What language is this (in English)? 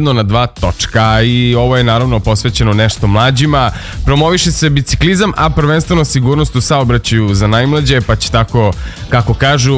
Serbian